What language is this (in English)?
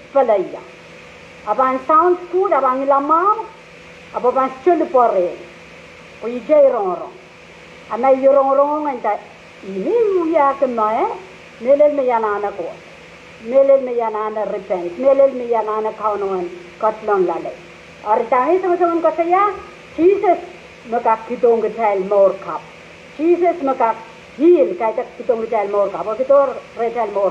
Pohnpeian